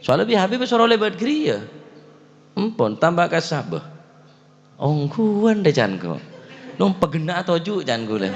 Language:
Madurese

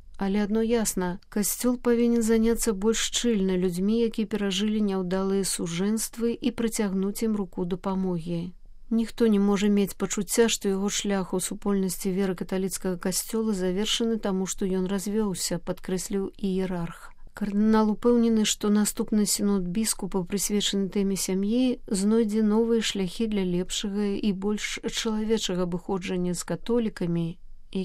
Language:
Belarusian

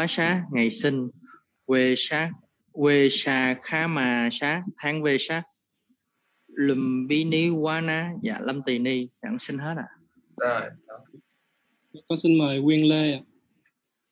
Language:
Vietnamese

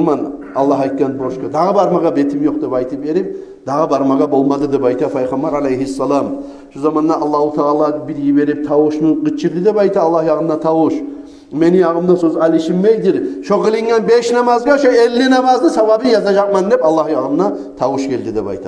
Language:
Kumyk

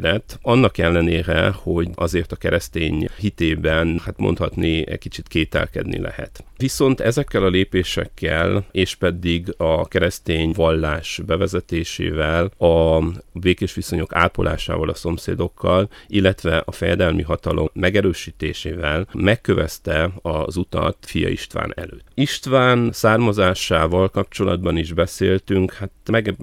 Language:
Hungarian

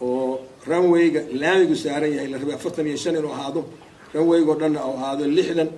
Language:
Somali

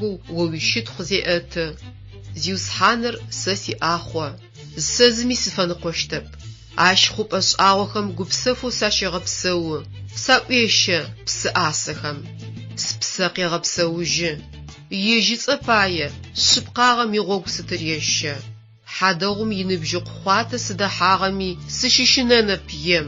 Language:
Adyghe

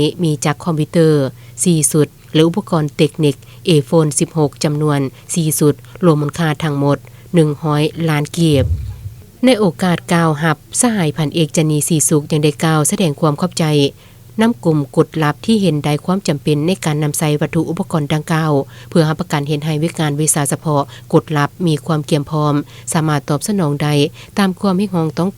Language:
Lao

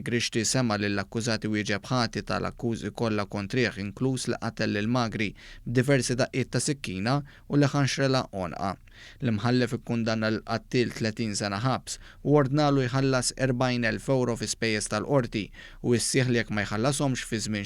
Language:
Maltese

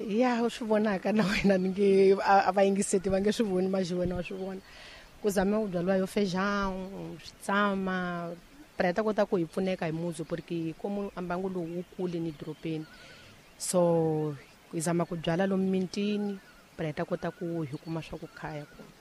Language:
Tsonga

